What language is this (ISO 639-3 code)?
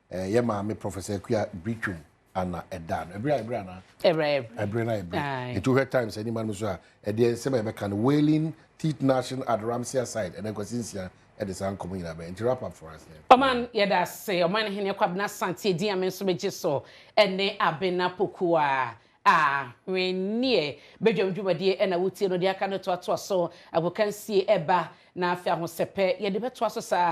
aka